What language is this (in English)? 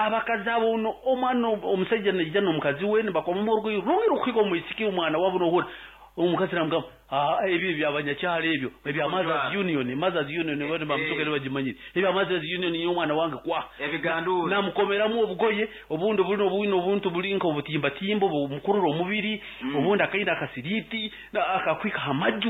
Nyankole